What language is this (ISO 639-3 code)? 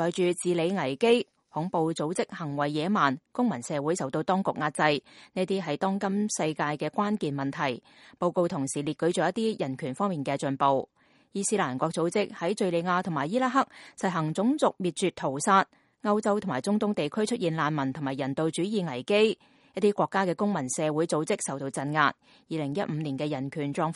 yue